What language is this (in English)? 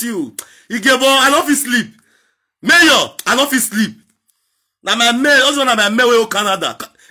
Nigerian Pidgin